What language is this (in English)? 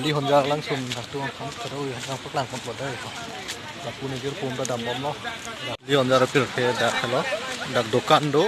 Karbi